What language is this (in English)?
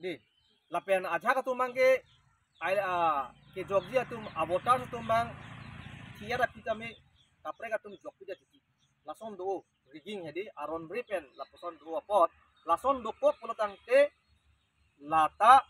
Karbi